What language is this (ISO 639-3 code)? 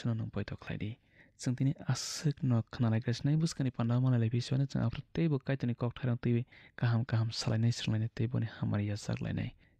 trp